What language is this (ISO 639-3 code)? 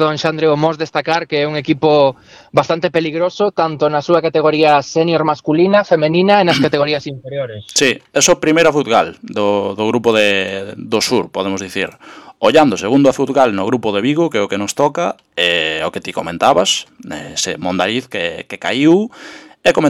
glg